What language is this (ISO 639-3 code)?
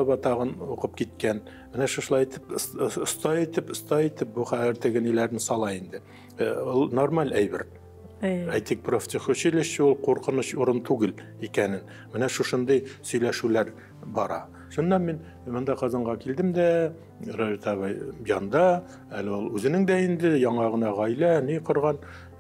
tat